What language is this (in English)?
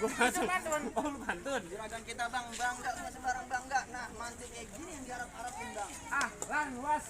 Betawi